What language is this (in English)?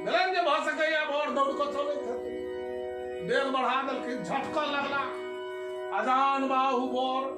Maithili